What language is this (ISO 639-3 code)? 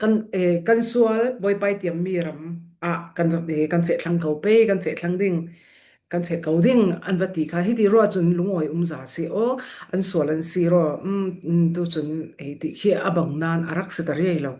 cfm